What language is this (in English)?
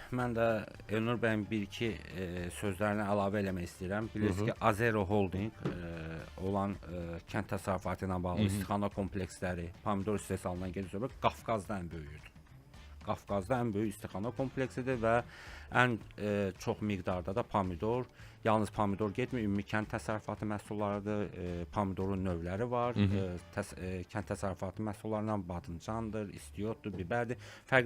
Azerbaijani